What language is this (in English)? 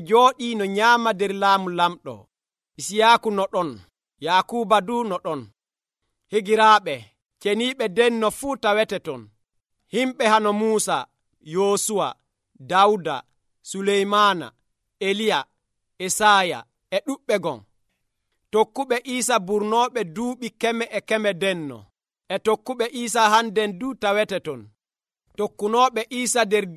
Nigerian Fulfulde